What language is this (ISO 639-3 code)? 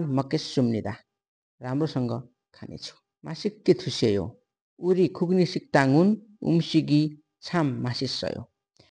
nep